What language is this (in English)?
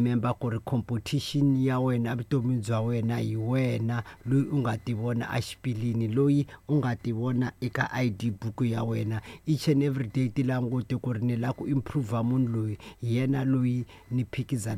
Tsonga